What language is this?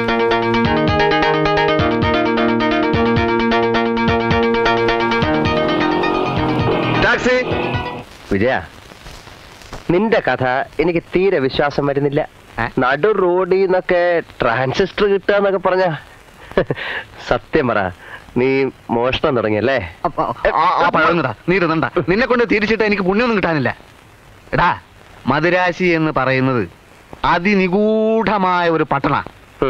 Malayalam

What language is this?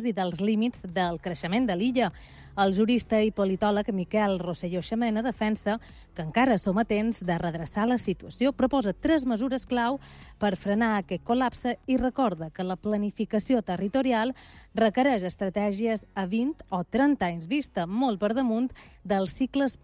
Catalan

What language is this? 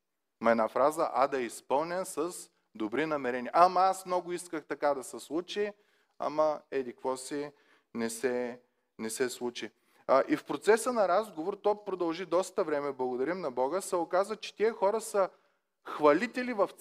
Bulgarian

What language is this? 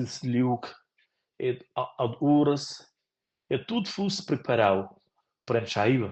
Romansh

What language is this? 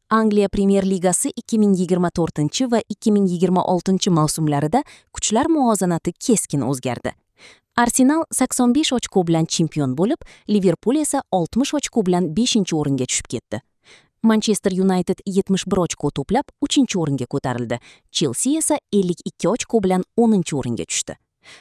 Uzbek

